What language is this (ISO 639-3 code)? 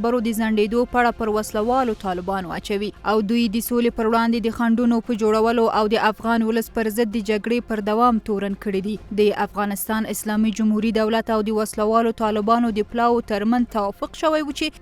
pus